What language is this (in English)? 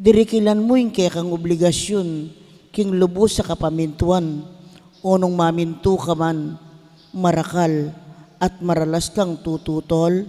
Pampanga